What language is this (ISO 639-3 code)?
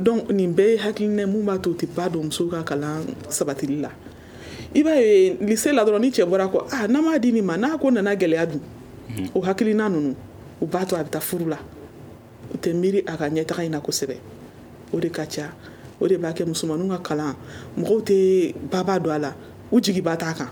bam